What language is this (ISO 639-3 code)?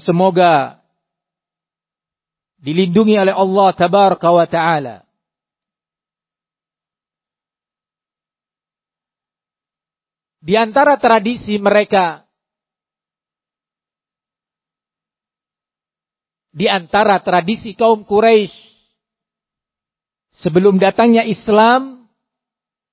ind